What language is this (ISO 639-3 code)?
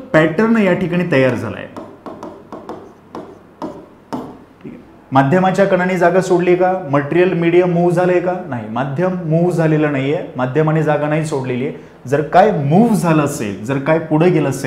mar